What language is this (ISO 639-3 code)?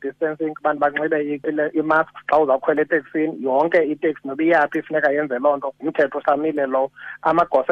xho